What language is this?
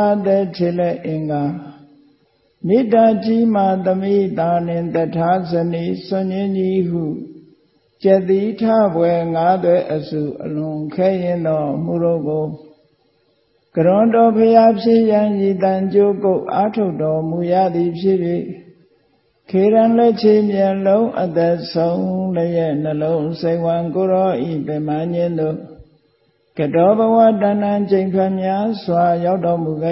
Burmese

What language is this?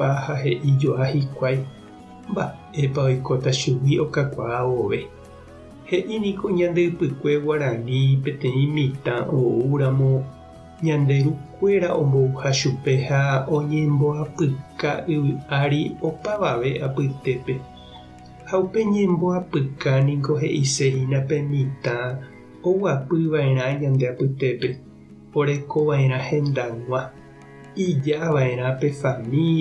Guarani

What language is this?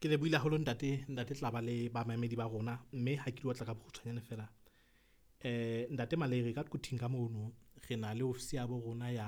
Southern Sotho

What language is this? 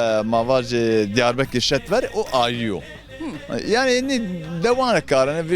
Zaza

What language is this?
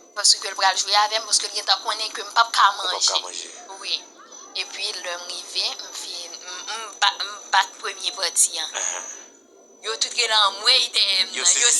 Haitian Creole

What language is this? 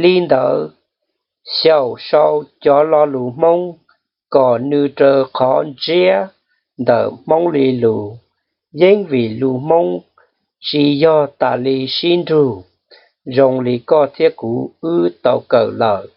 Hmong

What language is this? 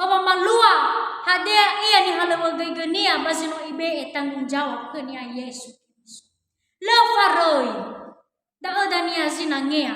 Nias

